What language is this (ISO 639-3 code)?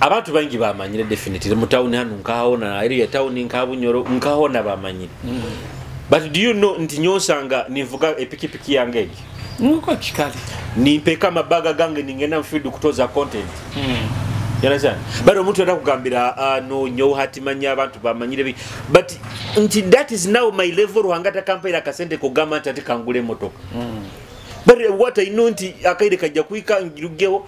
nyo